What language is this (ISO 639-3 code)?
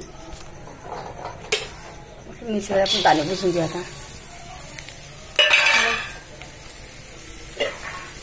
mar